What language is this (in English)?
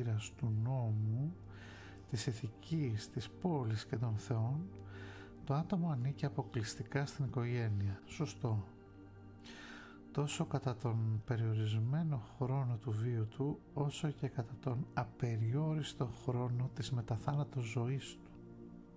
Greek